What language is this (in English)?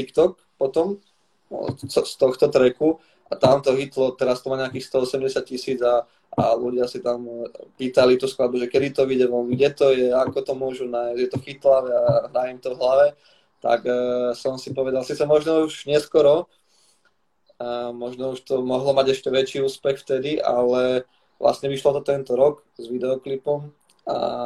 Slovak